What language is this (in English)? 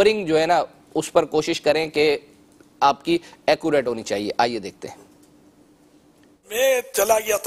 Urdu